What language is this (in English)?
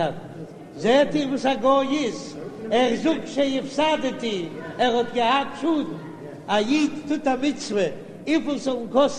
Yiddish